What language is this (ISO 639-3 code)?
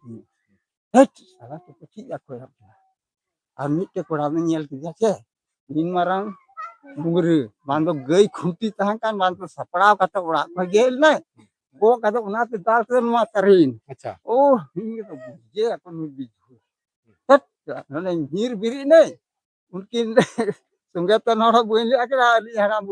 sat